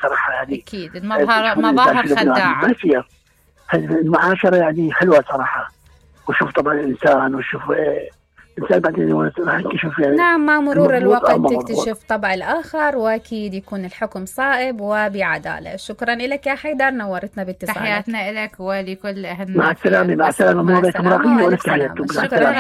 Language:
Mesopotamian Arabic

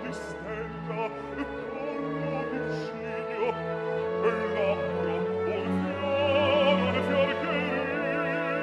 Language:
Italian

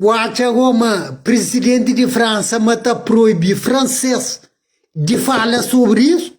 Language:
Kabuverdianu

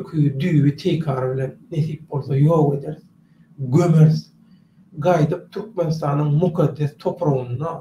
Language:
Turkmen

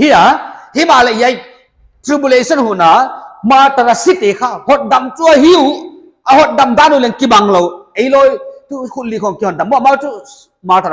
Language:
Paite Chin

